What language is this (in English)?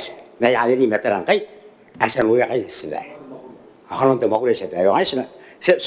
Gilbertese